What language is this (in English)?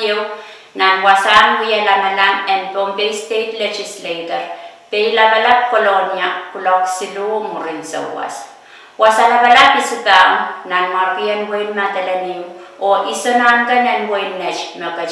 Pohnpeian